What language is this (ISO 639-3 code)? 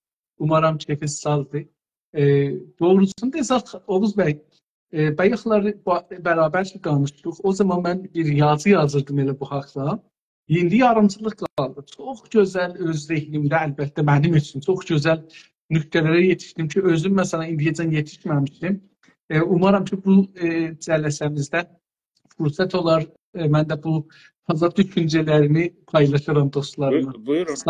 azb